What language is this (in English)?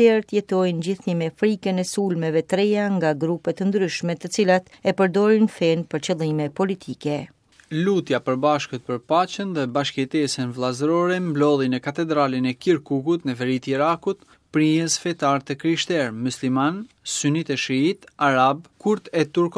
Albanian